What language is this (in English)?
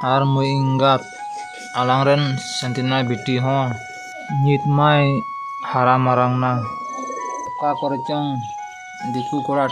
Santali